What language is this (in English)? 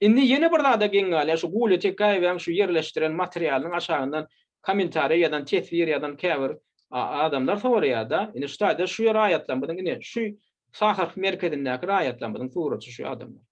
Turkmen